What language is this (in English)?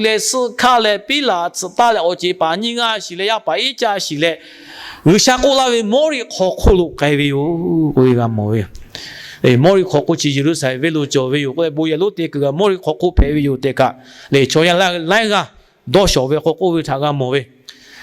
Lahu